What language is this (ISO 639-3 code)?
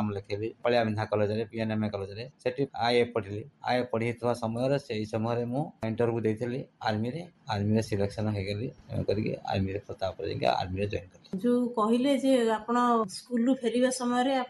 ori